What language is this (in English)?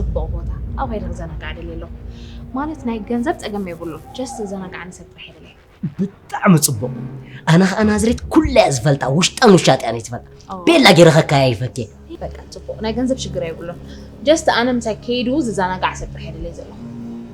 Tigrinya